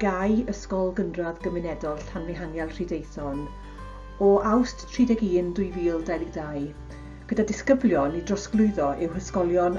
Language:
Welsh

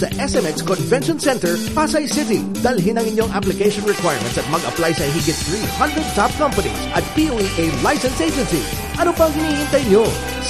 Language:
Filipino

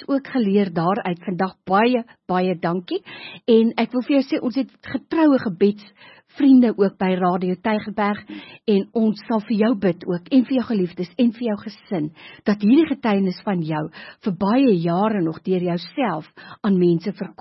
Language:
Afrikaans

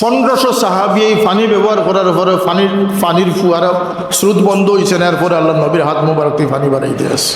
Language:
Sylheti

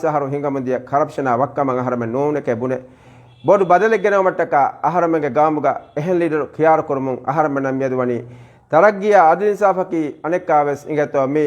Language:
Divehi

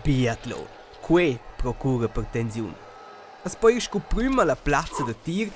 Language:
Romansh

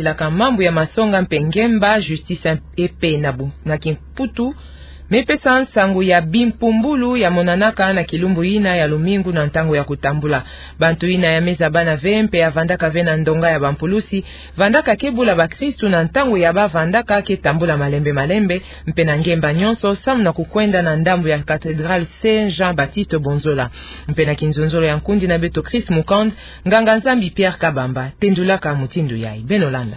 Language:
Kituba (Democratic Republic of Congo)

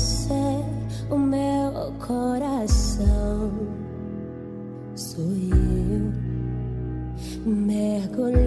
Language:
Portuguese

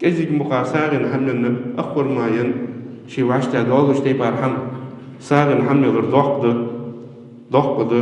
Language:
Ingush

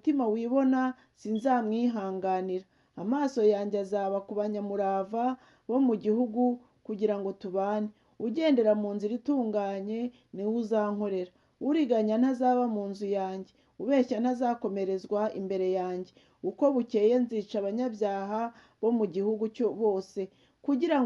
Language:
Kinyarwanda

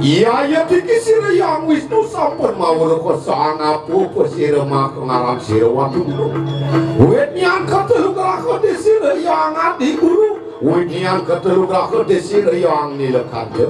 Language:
Balinese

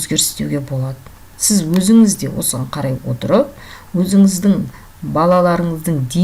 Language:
Kazakh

